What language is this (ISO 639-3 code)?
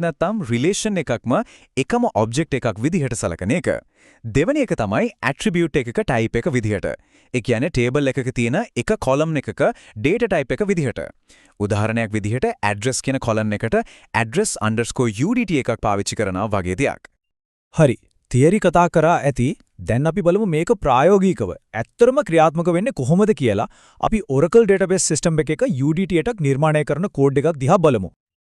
sin